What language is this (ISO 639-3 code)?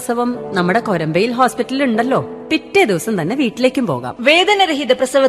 mal